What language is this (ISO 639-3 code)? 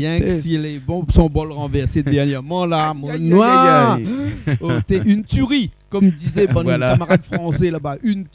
rcf